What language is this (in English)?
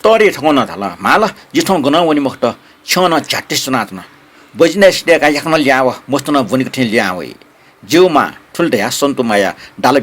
Newari